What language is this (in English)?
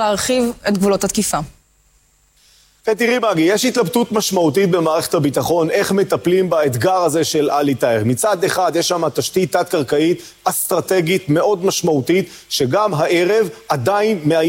Hebrew